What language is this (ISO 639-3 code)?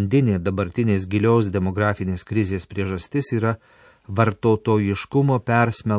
lit